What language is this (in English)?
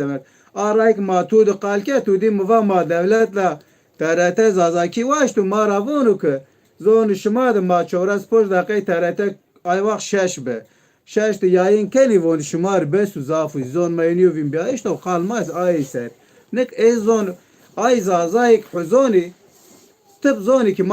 Zaza